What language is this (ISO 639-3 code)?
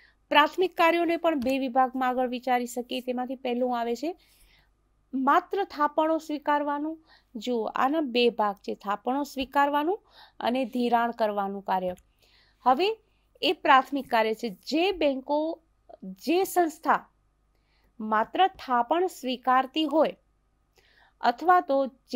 guj